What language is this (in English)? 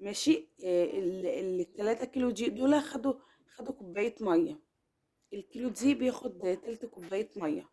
Egyptian Arabic